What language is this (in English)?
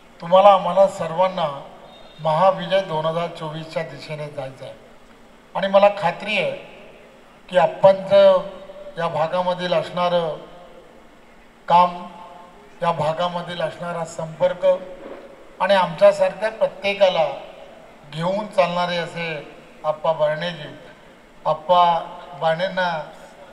Marathi